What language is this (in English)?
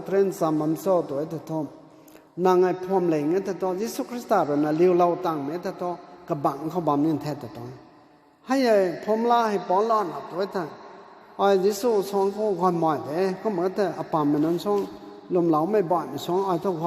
Rongmei Naga